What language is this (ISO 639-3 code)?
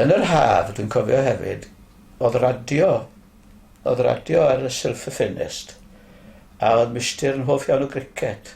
cym